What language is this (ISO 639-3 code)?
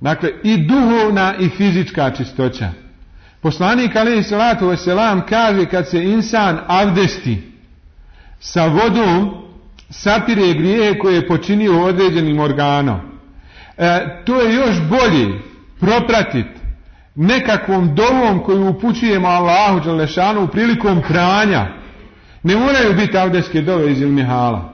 bos